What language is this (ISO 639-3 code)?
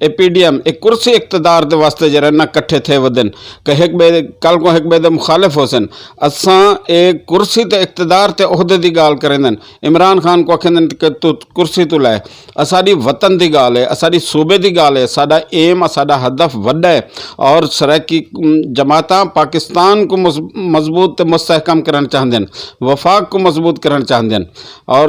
skr